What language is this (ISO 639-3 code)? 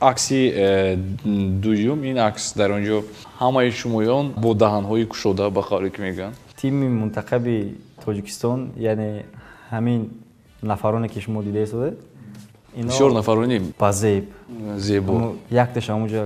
tgk